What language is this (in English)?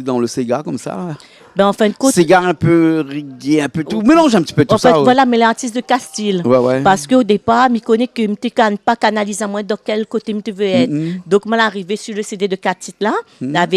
Réunion Creole French